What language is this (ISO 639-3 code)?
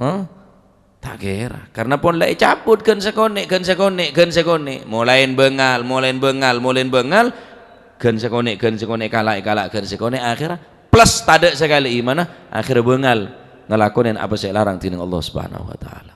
mad